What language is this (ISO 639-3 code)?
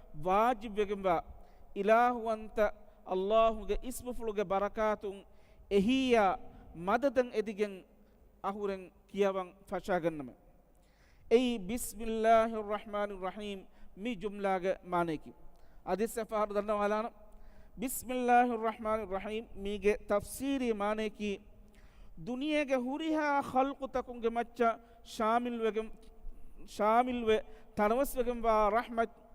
div